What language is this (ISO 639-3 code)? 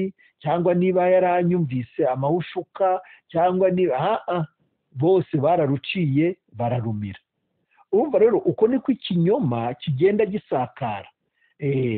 kin